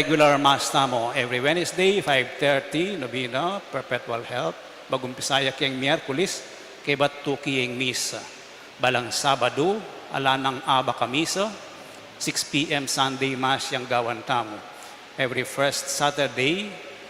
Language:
Pampanga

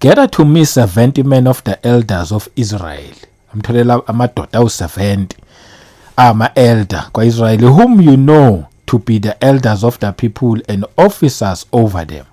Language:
Zulu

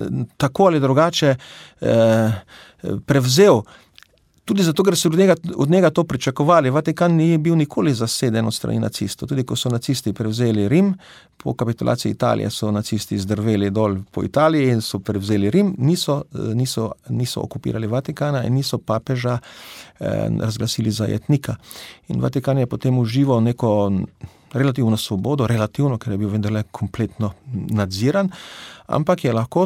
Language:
Slovenian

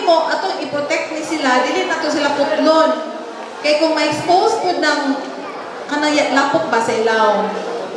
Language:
Cebuano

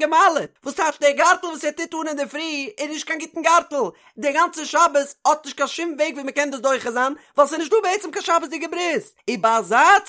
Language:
Yiddish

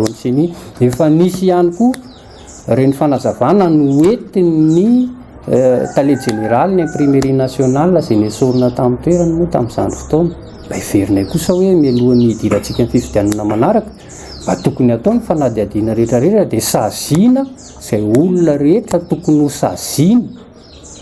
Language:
Malagasy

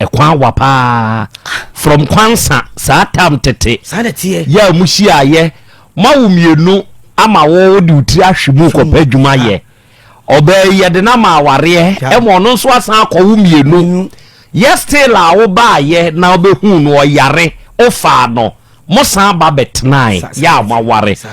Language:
Akan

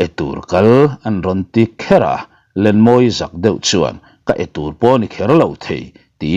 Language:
Mizo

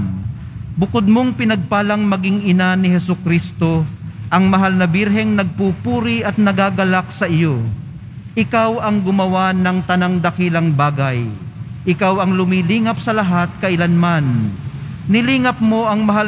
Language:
Filipino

